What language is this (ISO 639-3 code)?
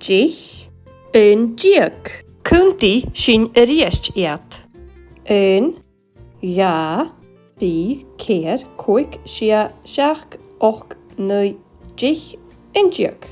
gla